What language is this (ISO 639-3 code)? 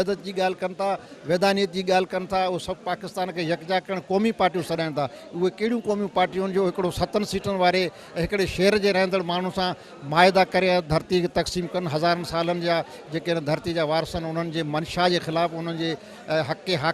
snd